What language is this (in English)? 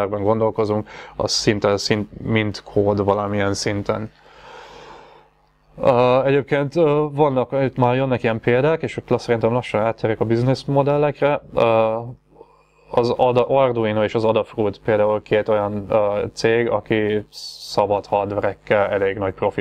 Hungarian